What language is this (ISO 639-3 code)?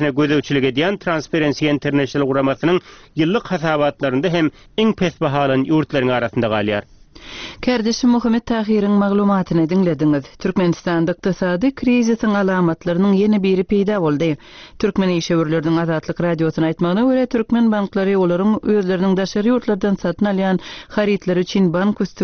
tuk